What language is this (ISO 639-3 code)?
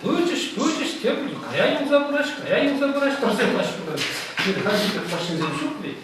chv